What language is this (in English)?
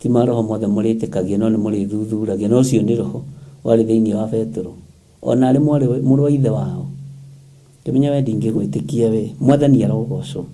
Kikuyu